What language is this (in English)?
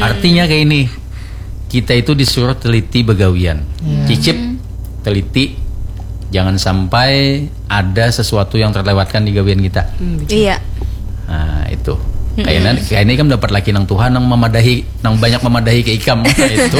Banjar